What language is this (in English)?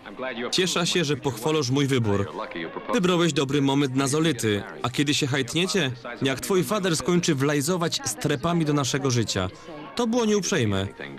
Silesian